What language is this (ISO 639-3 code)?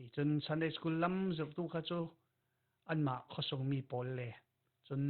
cfm